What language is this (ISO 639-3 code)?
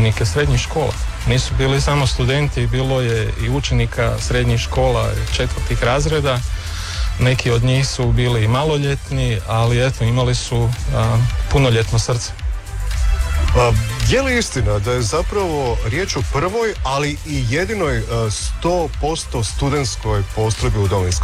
hrv